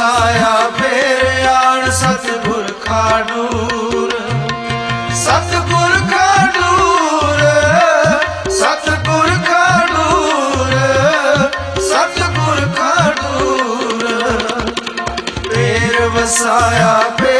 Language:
Punjabi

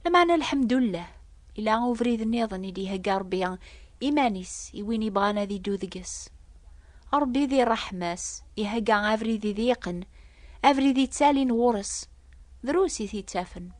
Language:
Kabyle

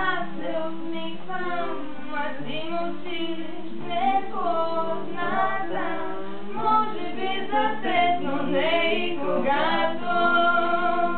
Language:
Bulgarian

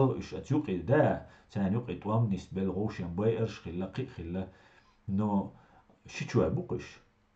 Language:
Chechen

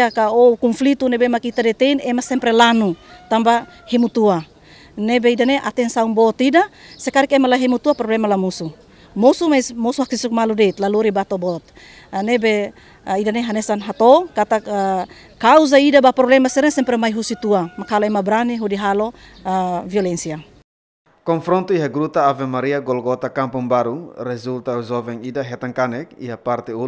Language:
Tetum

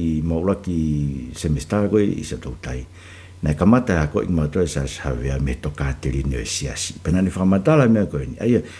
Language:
Tongan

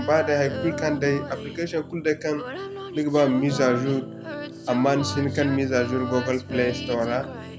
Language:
Zarma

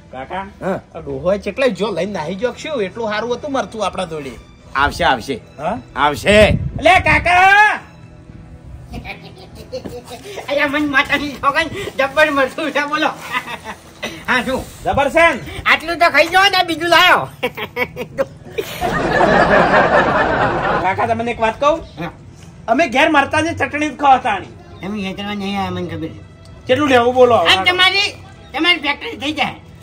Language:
Gujarati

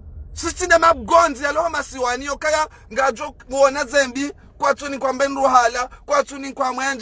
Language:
Ngazidja Comorian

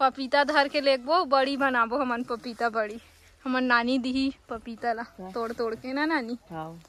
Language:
Chhattisgarhi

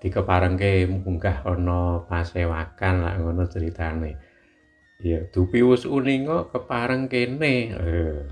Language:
Javanese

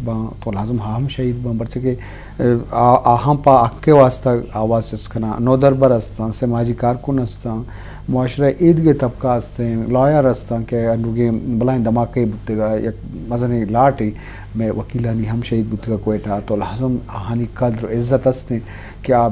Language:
Eastern Balochi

